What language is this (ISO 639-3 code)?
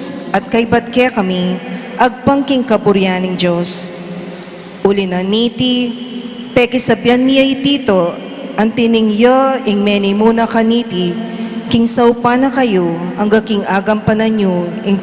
pam